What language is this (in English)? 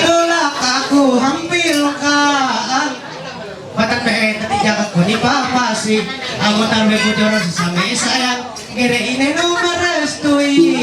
Ma'anyan